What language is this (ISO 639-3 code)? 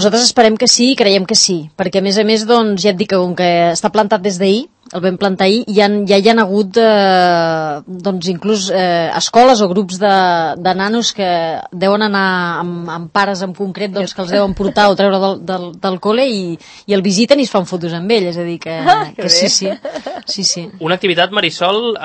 cat